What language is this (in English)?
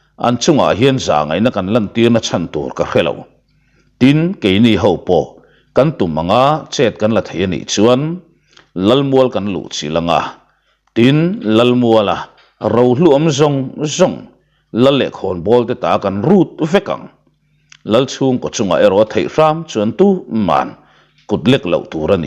Mizo